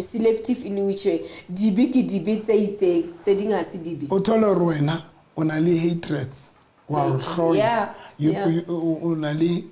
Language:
Southern Sotho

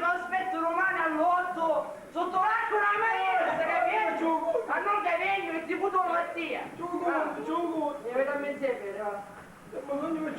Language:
Sicilian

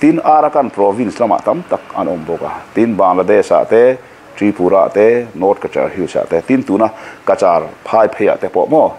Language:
Mizo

